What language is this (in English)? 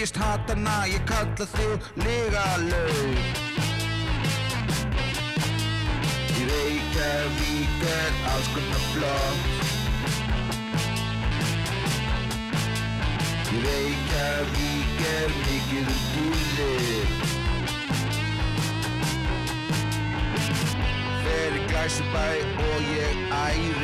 Icelandic